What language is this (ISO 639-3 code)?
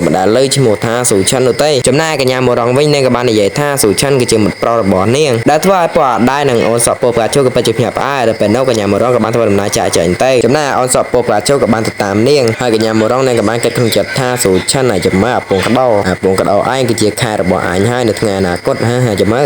khm